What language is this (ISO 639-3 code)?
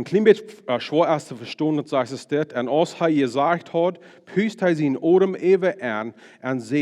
pdt